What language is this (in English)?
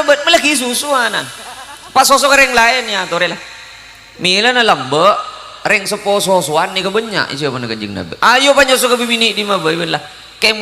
Madurese